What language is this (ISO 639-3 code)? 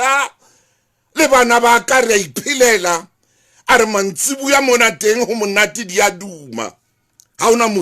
sot